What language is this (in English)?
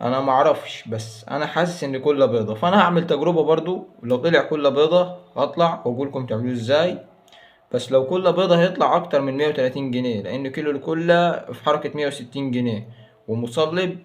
Egyptian Arabic